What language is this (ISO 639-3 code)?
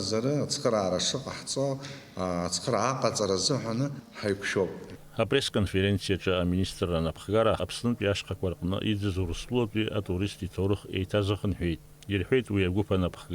abk